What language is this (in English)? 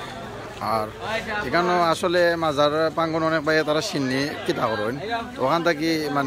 Sylheti